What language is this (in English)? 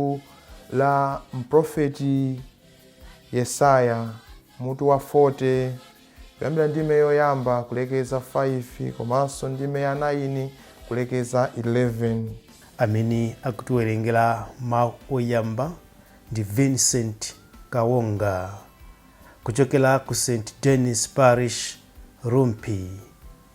Nyanja